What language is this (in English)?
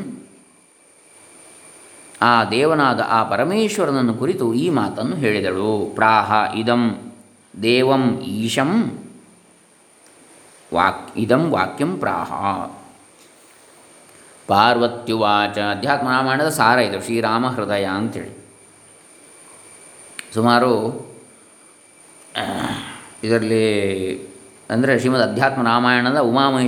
Kannada